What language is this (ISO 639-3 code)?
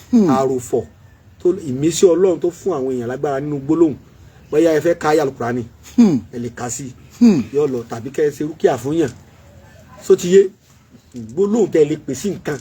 yor